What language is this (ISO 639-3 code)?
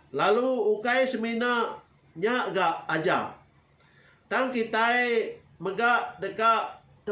iba